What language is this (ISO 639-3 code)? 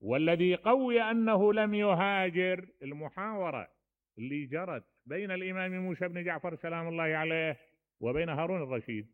acm